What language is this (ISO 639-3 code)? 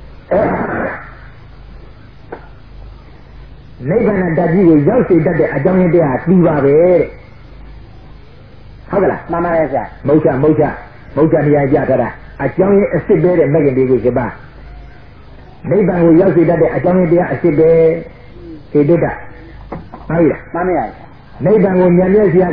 mya